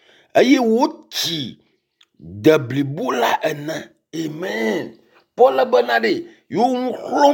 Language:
Ewe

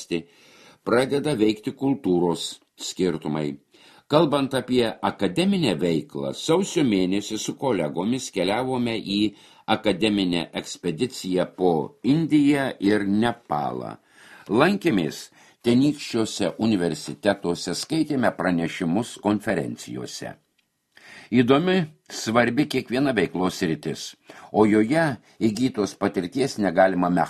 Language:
Lithuanian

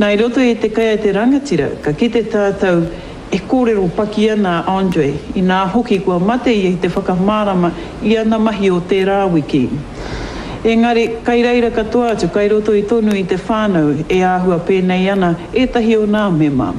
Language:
Māori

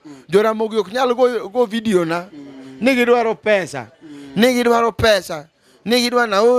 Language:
Luo (Kenya and Tanzania)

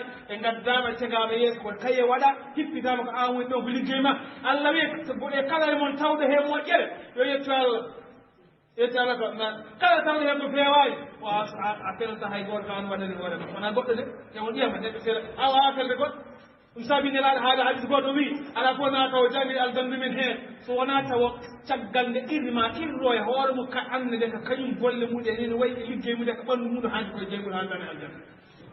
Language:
Fula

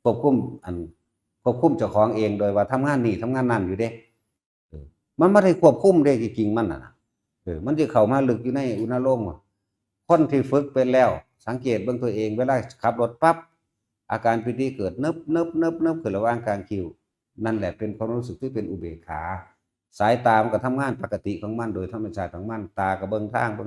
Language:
Northeastern Thai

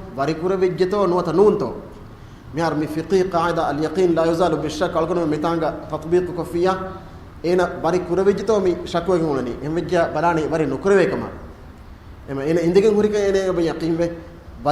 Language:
Divehi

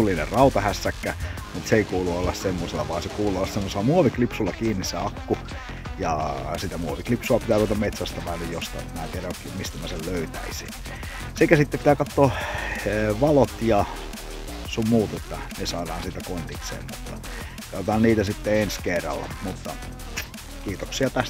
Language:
Finnish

